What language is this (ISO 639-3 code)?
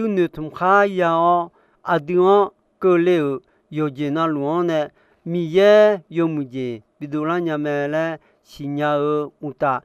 ahk